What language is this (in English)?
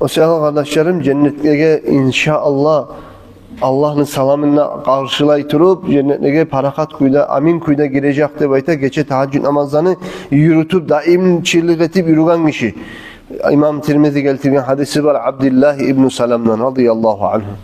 Kumyk